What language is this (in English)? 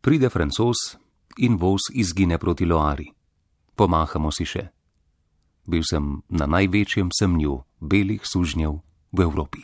Slovenian